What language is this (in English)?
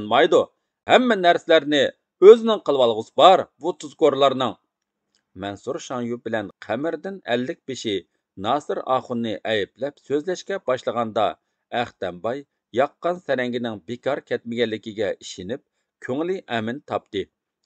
Uyghur